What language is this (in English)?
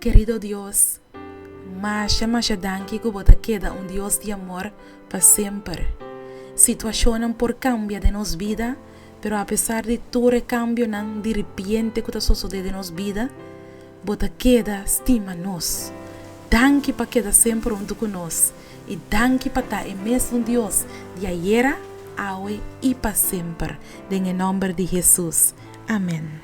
Papiamento